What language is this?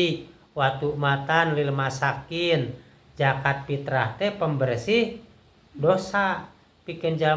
Sundanese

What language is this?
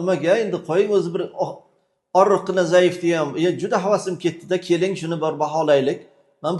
Uzbek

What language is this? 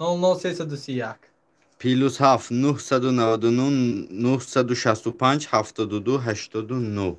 Tajik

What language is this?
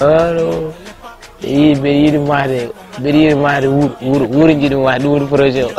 Fula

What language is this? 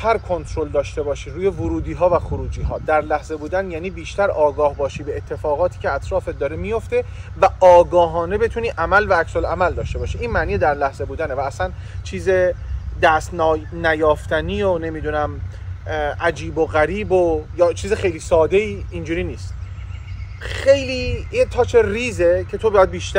Persian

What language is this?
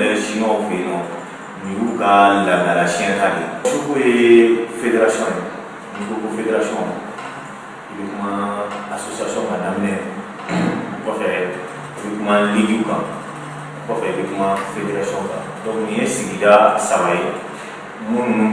Bambara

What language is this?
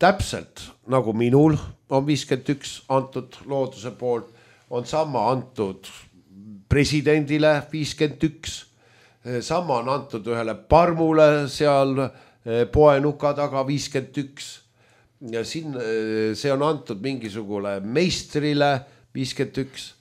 Estonian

